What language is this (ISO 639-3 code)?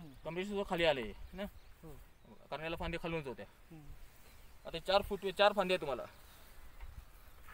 mar